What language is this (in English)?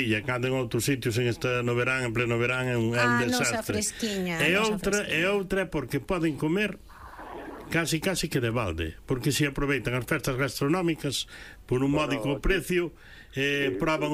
Galician